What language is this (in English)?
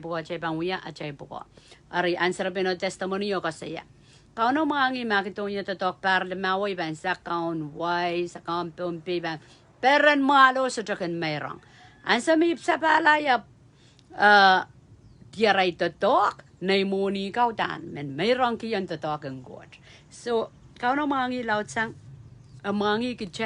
Pohnpeian